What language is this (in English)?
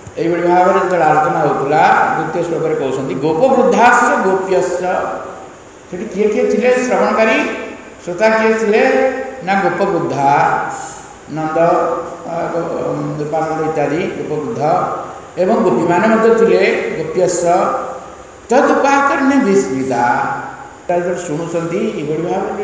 Odia